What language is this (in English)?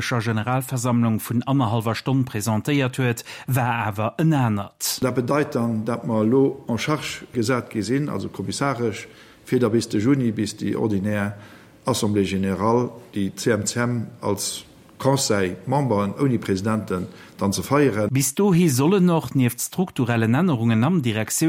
Luxembourgish